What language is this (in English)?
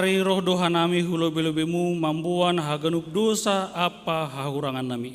Batak Simalungun